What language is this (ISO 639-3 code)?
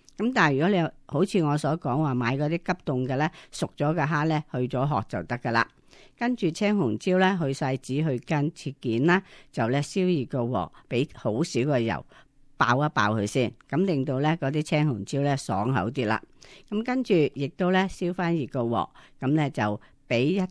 yue